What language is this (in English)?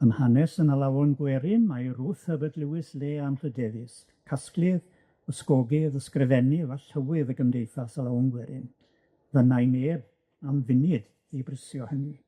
Welsh